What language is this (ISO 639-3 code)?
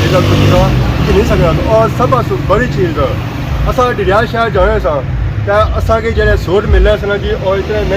phr